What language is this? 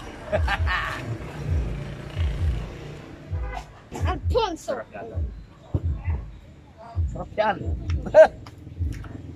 Filipino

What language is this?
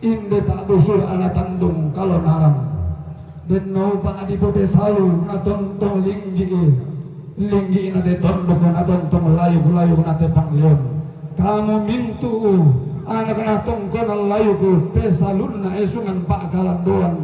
Toraja-Sa'dan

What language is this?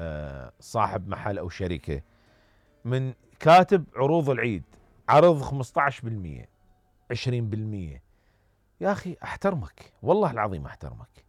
Mesopotamian Arabic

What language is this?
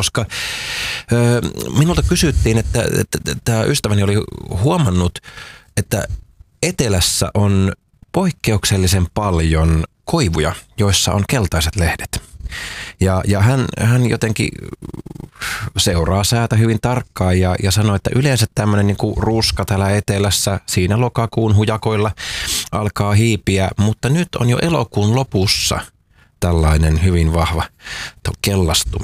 Finnish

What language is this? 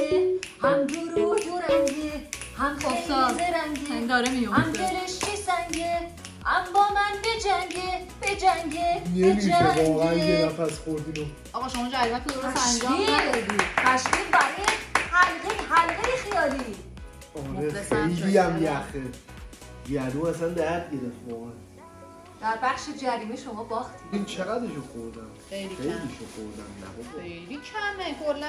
Persian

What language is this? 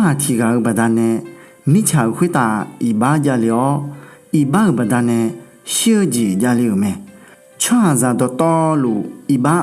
Akha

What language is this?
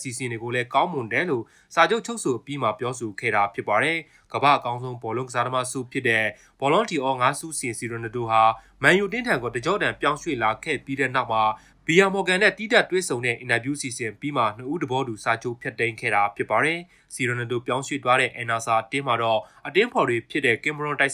Burmese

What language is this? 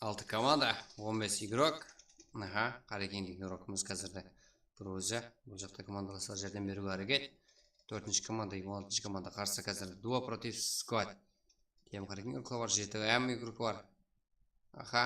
Kara-Kalpak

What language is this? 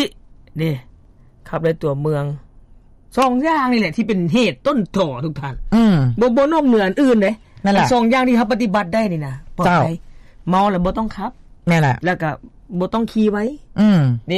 Lao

